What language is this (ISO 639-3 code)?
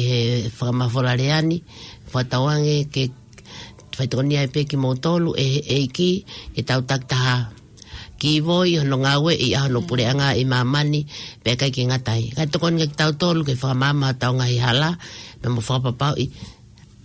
ton